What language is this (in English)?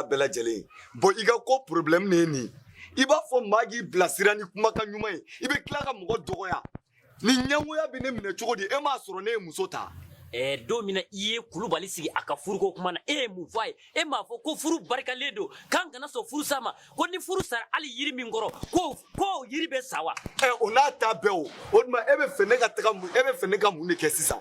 Bambara